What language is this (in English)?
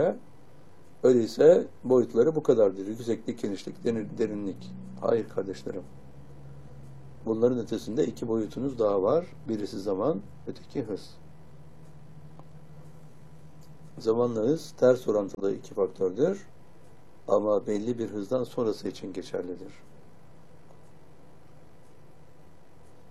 Turkish